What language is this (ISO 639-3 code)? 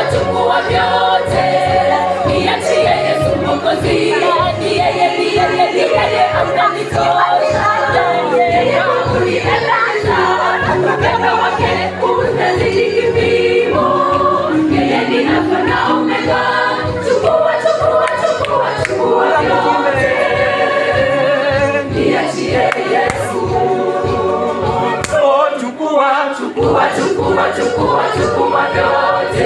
swa